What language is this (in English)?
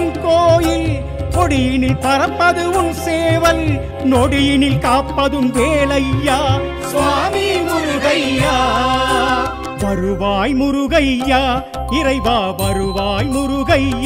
Tamil